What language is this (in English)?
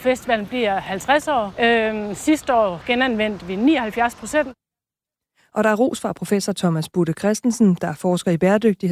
Danish